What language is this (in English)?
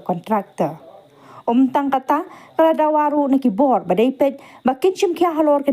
Khasi